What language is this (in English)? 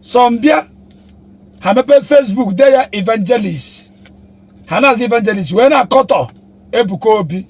Igbo